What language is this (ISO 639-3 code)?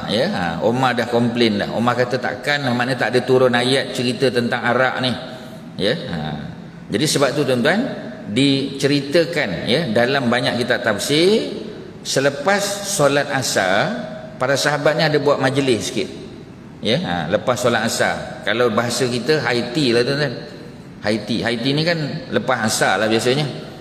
msa